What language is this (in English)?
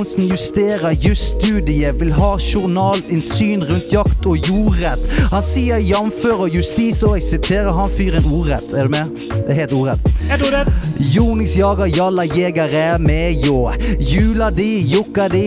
Norwegian